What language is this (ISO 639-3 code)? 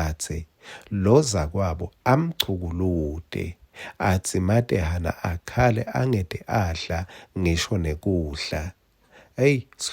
ssw